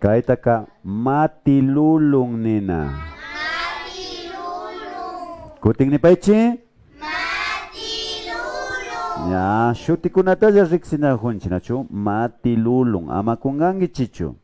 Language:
Imbabura Highland Quichua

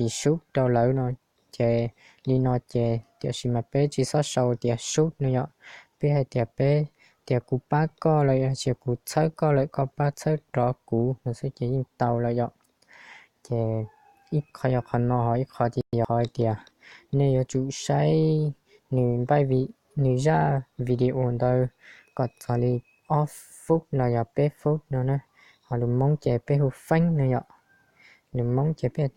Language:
Hmong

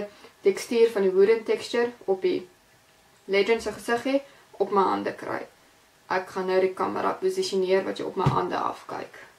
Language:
Afrikaans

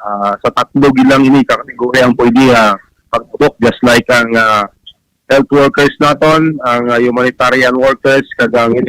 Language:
Hiligaynon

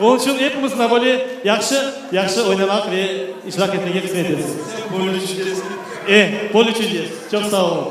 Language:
Crimean Tatar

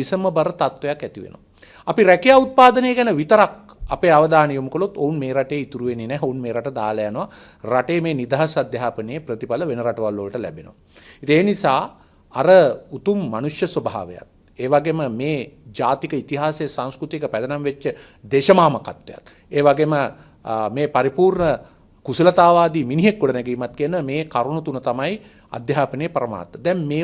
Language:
Sinhala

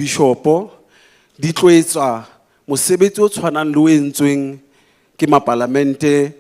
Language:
Southern Sotho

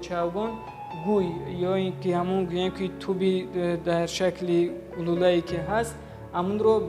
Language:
Tajik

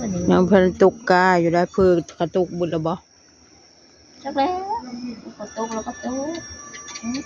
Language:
Northeastern Thai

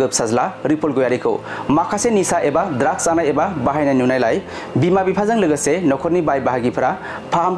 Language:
Bodo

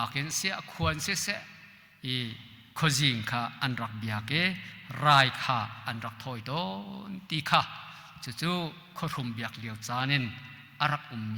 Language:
Hakha Chin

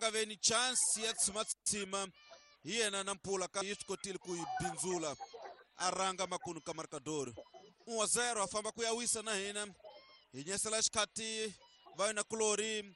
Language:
Tsonga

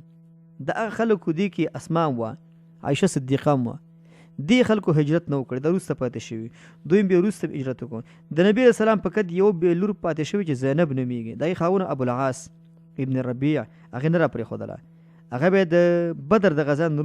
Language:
Pashto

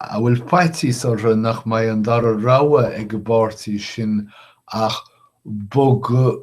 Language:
Irish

